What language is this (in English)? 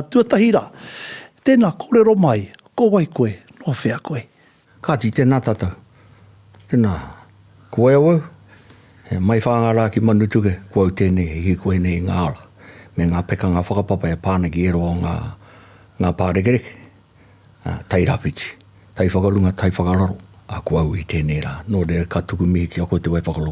Māori